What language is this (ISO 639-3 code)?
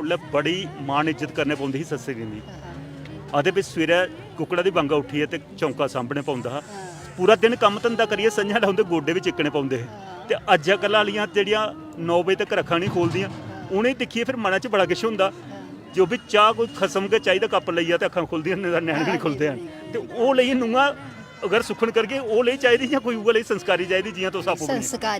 doi